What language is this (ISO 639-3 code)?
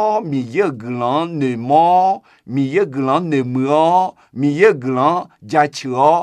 ahk